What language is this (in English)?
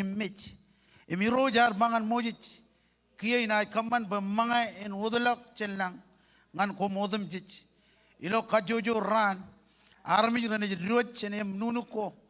Marshallese